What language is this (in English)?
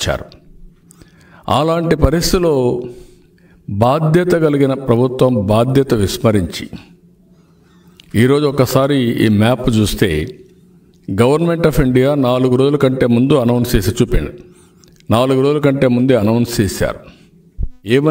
Telugu